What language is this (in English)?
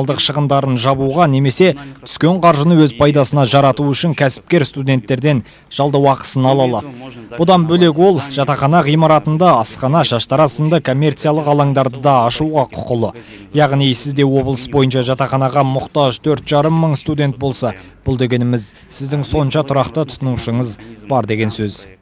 Kazakh